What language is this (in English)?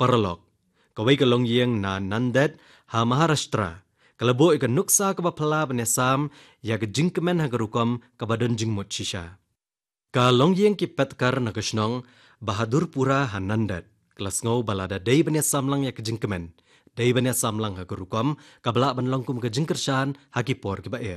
Khasi